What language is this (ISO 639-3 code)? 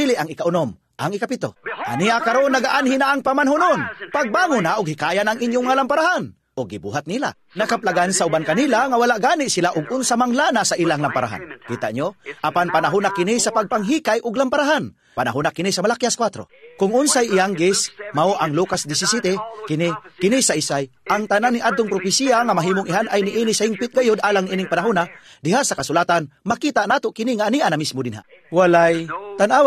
ceb